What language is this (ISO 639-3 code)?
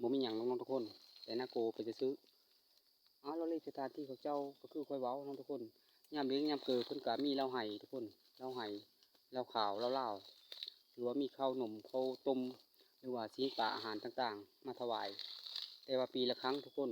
lao